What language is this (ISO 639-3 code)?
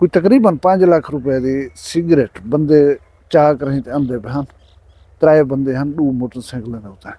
skr